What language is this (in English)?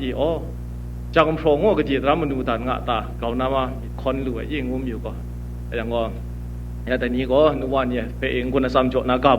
Kachin